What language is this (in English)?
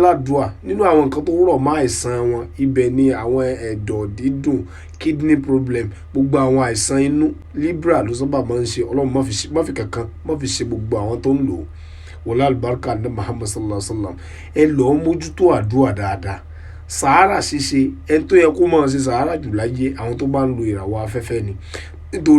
Yoruba